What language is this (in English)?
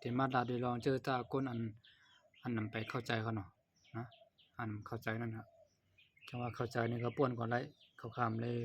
Shan